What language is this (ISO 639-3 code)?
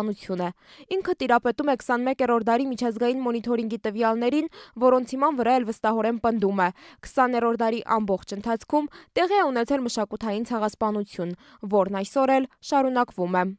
hye